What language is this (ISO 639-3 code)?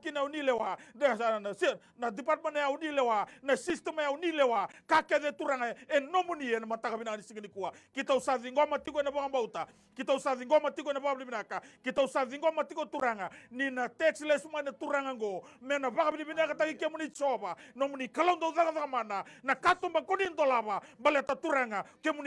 fij